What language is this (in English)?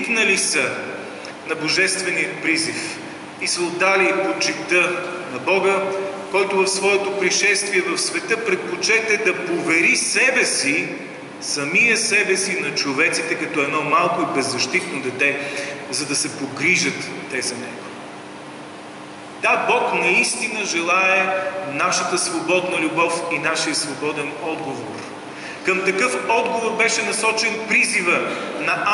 Bulgarian